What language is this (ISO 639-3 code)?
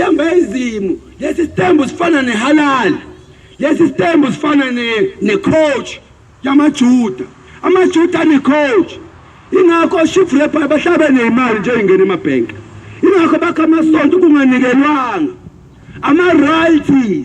zul